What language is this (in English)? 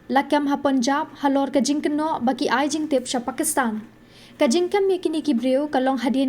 Khasi